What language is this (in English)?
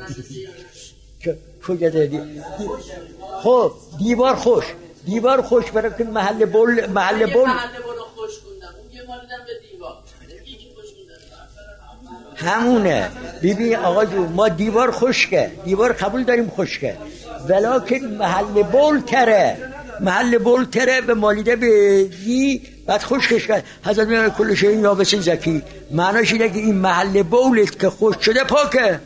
Persian